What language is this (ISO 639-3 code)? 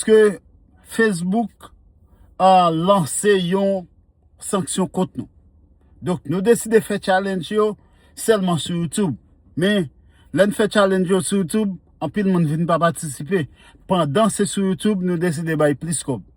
hat